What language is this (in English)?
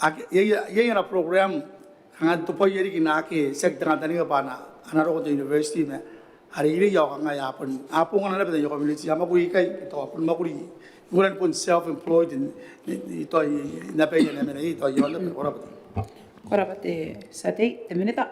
Gilbertese